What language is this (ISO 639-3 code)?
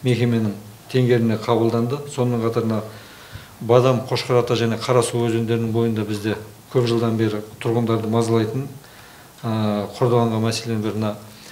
kaz